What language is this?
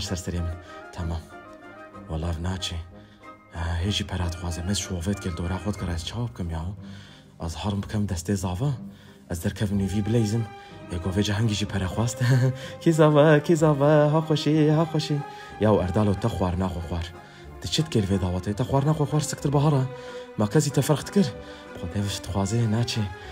Kurdish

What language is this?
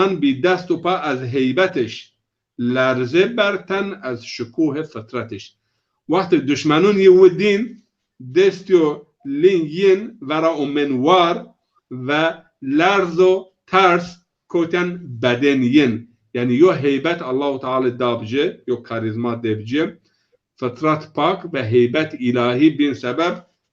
Zaza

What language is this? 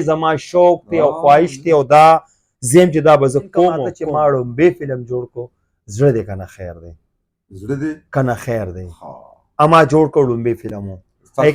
Pashto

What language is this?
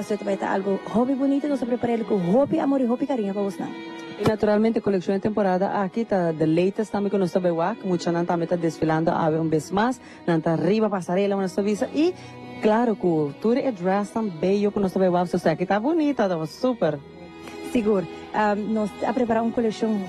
Papiamento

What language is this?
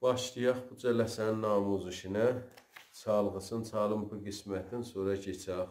South Azerbaijani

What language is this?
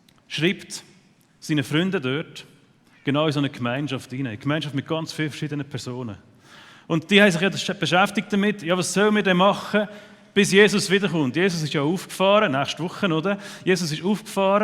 Swiss German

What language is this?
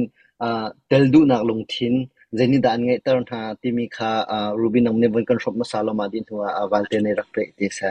Hakha Chin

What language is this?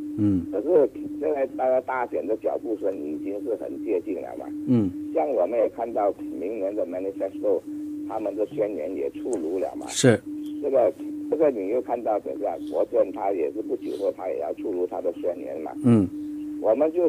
Chinese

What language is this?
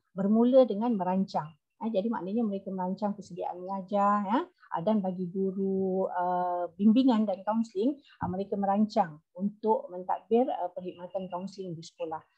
Malay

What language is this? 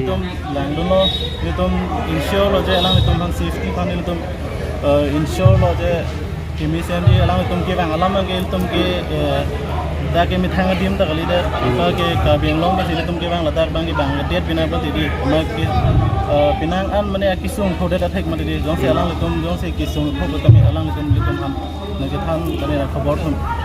Karbi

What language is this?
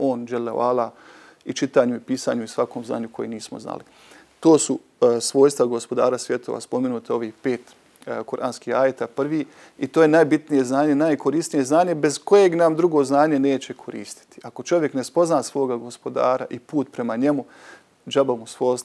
Bosnian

